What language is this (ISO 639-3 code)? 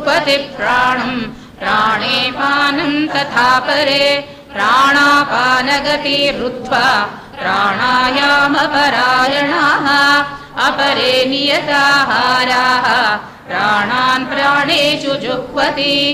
san